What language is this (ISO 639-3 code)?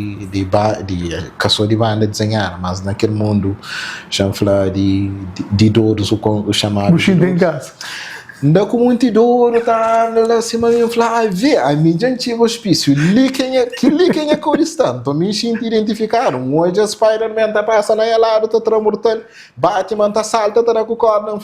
kea